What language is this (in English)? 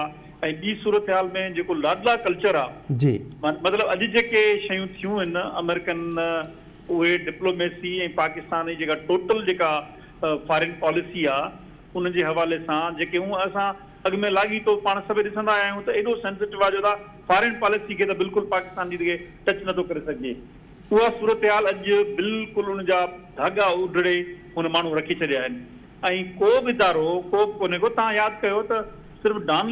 Sindhi